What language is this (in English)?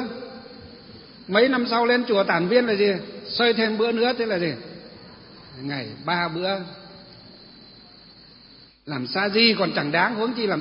Vietnamese